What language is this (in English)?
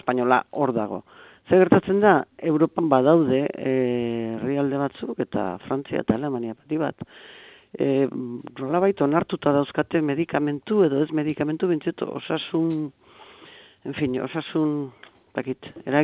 Basque